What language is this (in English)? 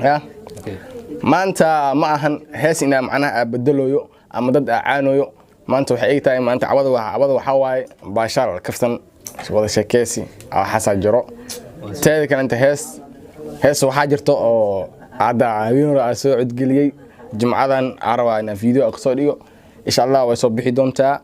Somali